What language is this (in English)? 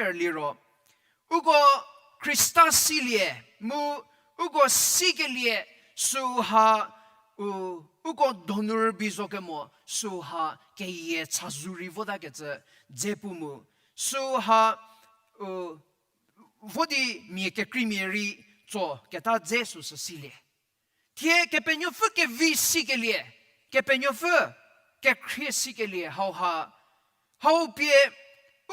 Angami Naga